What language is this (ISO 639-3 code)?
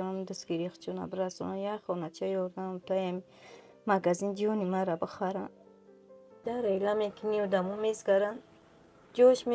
tgk